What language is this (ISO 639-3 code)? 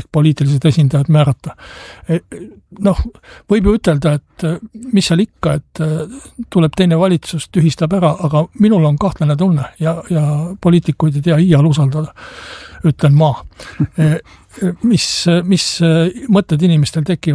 est